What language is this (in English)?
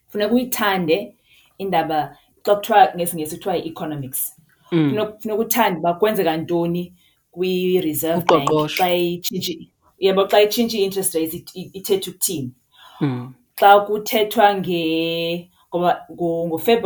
Xhosa